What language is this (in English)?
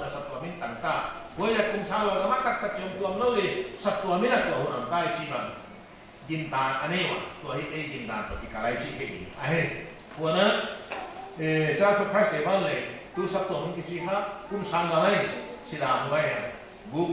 Paite Chin